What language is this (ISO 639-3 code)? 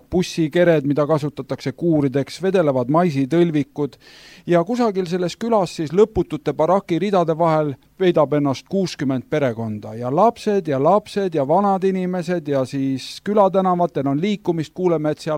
est